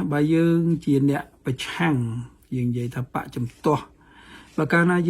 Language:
Khmer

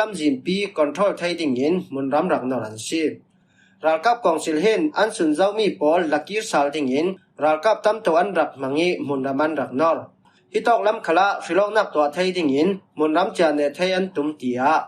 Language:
Falam Chin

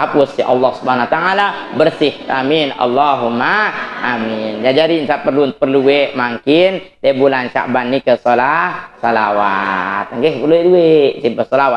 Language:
Sasak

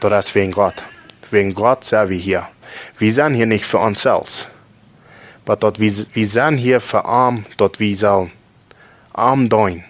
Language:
Plautdietsch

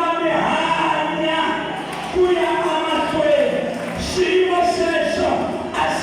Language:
Tsonga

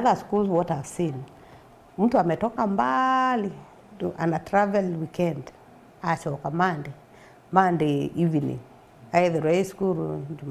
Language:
Meru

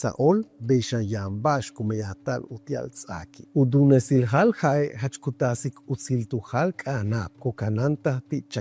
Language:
Yucateco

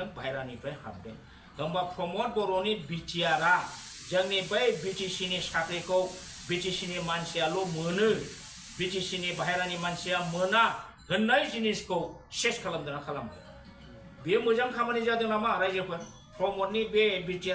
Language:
Bodo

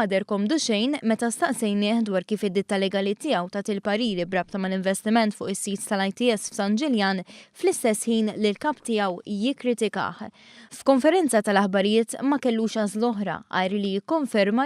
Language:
Maltese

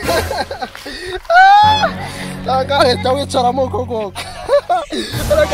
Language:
Kinyarwanda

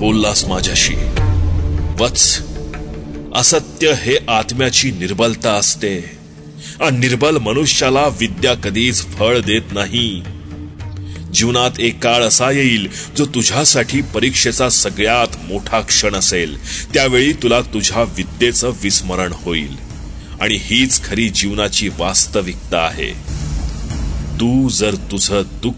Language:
Marathi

